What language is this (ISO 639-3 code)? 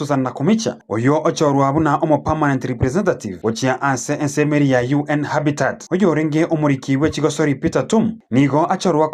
guz